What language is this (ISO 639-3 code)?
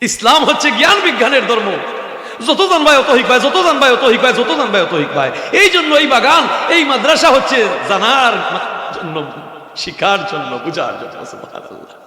syl